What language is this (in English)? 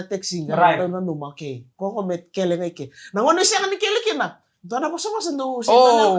Fijian